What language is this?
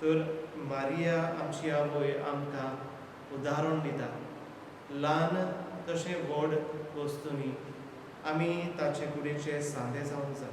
Konkani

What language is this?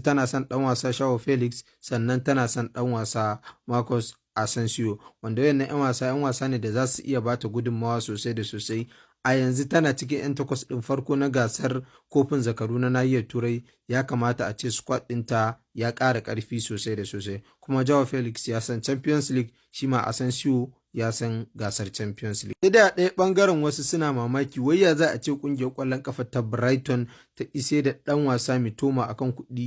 Hausa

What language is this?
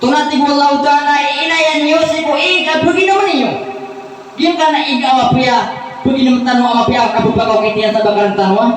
Maranao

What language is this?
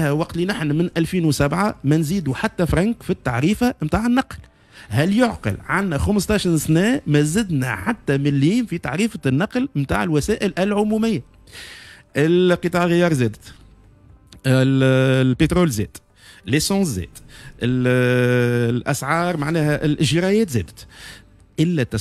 Tunisian Arabic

